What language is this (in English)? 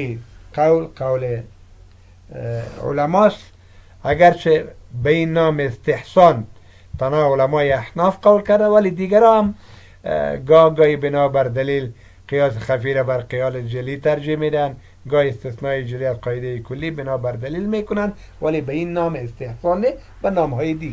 Persian